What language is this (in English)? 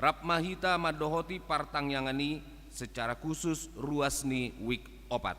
Batak Toba